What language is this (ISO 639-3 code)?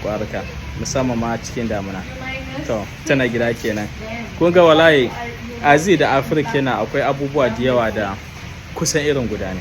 hau